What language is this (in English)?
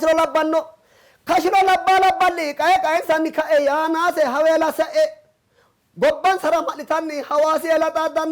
Sidamo